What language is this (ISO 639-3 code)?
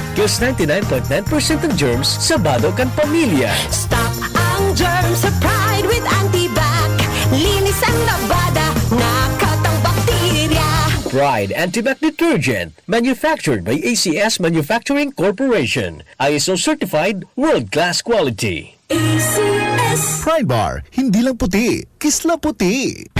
bik